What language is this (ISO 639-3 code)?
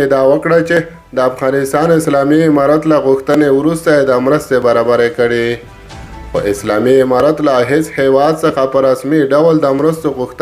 pus